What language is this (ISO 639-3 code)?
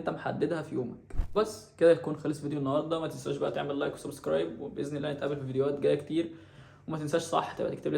arz